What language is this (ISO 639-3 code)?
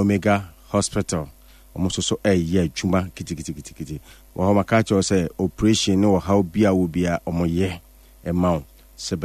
aka